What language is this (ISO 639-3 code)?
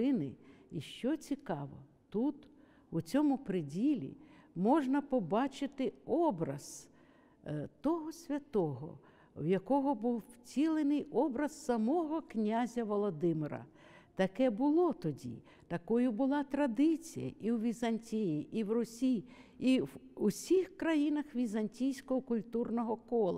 ukr